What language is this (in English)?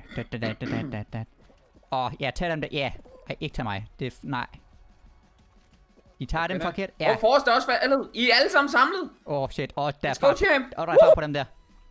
Danish